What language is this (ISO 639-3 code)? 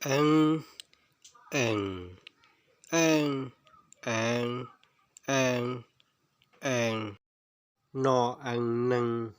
hmn